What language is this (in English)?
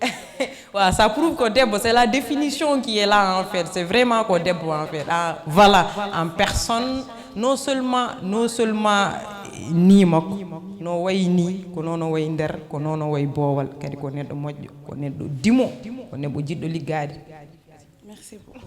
Fula